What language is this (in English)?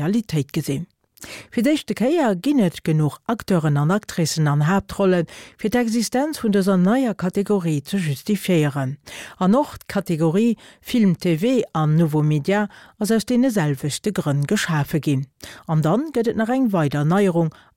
Luxembourgish